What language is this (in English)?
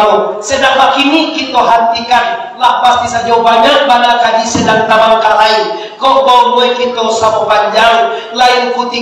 Minangkabau